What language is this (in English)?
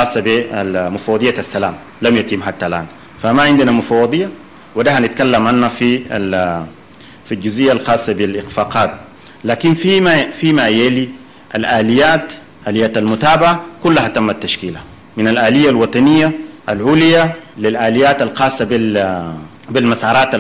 Sudanese Arabic